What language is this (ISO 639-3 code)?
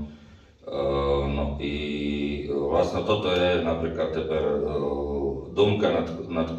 rue